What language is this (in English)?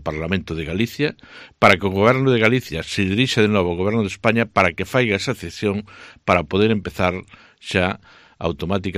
Galician